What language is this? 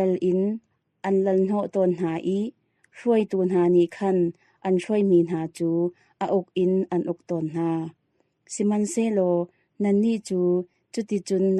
Hakha Chin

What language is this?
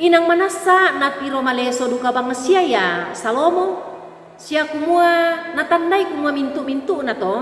Toraja-Sa'dan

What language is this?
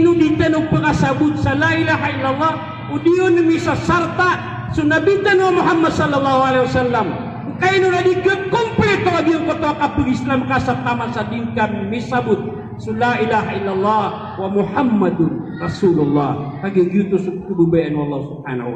Maranao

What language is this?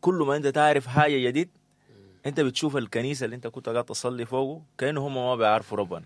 Sudanese Arabic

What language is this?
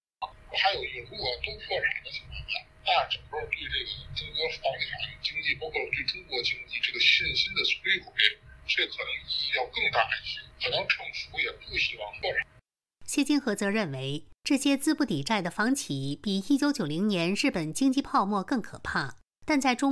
Chinese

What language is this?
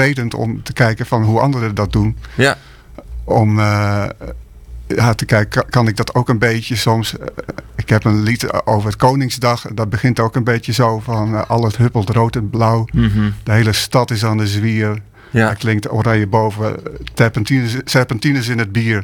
Dutch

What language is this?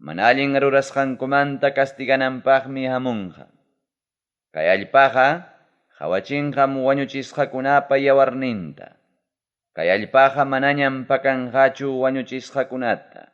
Ayacucho Quechua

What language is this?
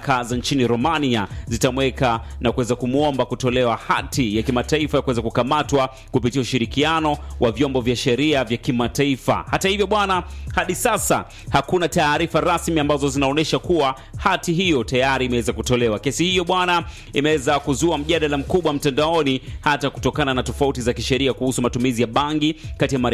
Swahili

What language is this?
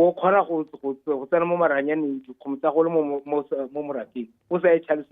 Tswana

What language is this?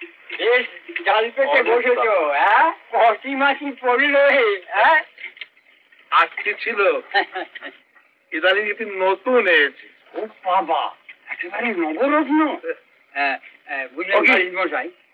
Bangla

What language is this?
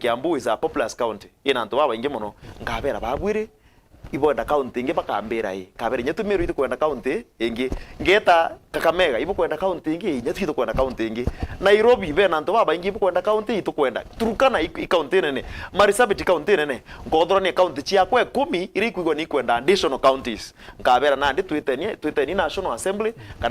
Meru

